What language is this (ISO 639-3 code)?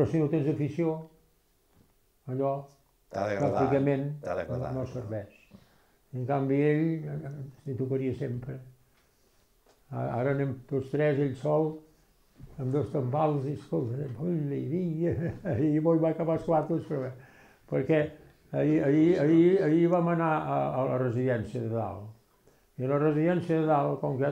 cat